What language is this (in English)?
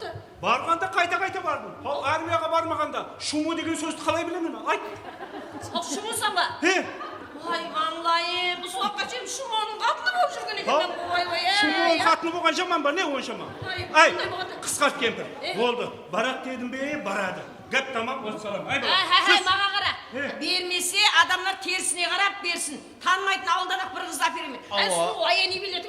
Kara-Kalpak